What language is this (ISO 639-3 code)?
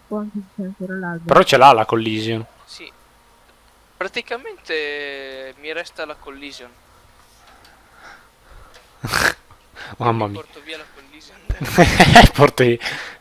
ita